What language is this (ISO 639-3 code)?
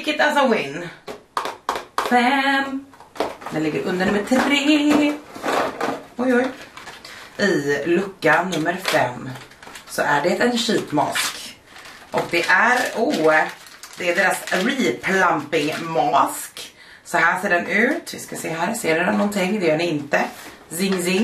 swe